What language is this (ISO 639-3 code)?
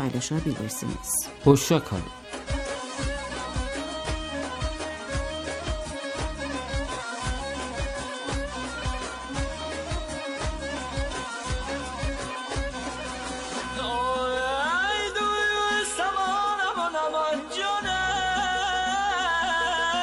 tur